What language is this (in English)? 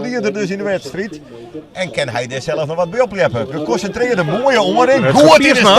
Western Frisian